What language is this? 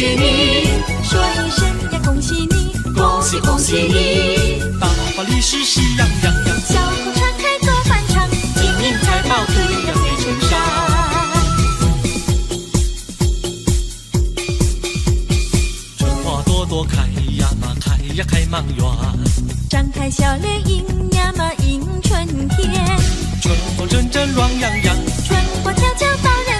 Chinese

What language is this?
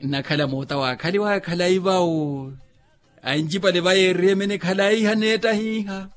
Makhuwa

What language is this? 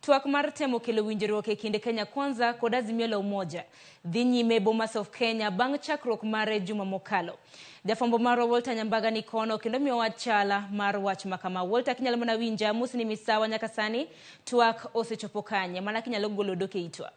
Luo (Kenya and Tanzania)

